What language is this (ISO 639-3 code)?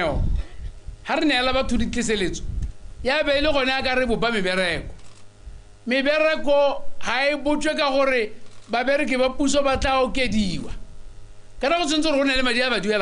tsn